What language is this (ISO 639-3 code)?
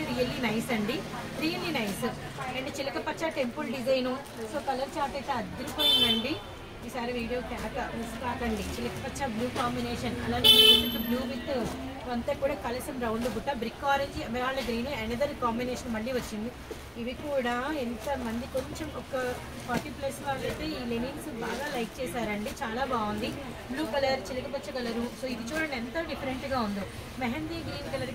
tel